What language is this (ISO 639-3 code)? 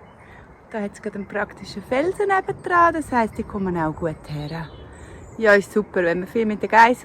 gsw